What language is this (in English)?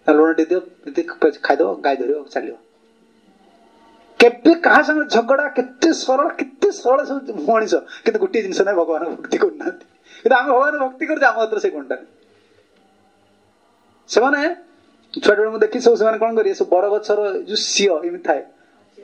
Odia